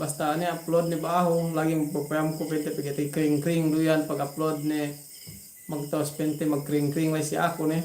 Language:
Yakan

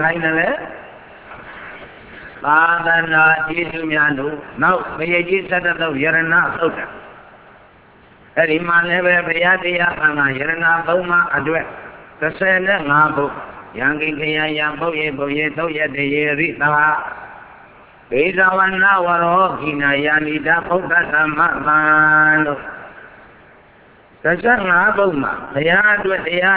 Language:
Burmese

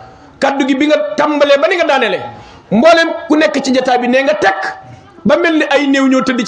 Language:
Wolof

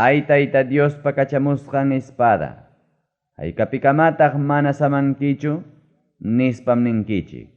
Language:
Ayacucho Quechua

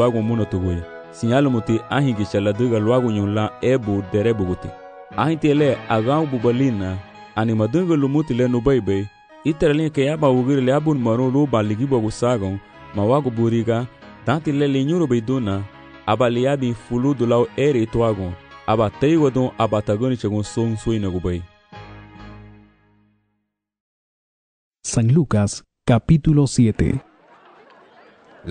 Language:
Garifuna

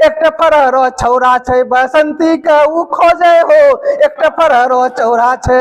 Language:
Angika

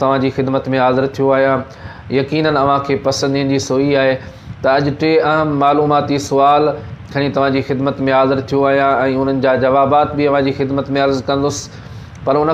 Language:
Sindhi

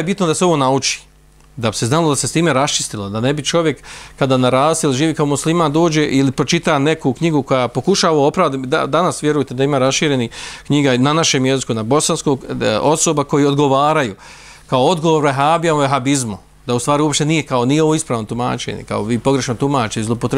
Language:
Bosnian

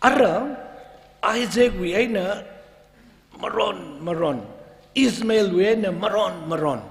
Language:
Tangkhul Naga (India)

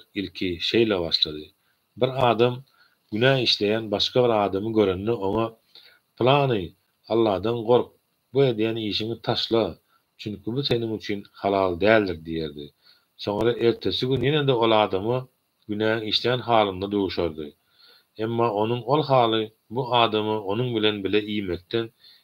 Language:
Turkmen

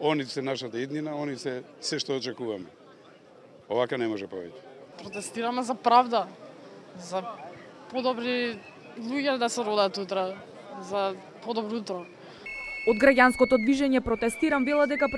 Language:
Macedonian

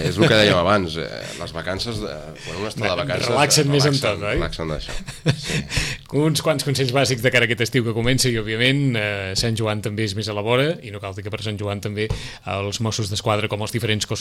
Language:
Catalan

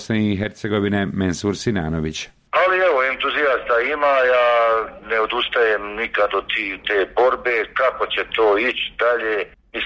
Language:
Bosnian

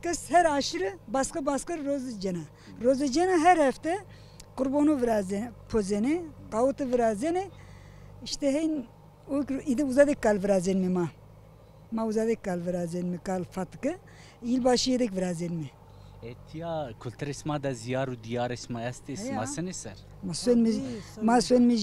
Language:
Zaza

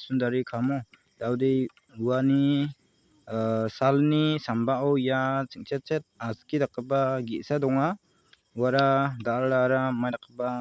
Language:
Garo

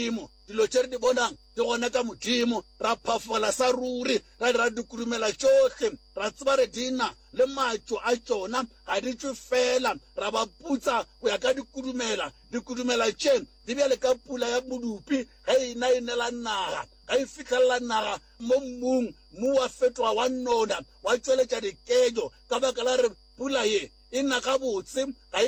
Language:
Northern Sotho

